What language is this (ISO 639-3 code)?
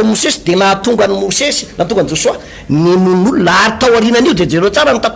mlg